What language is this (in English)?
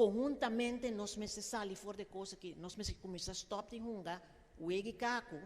Papiamento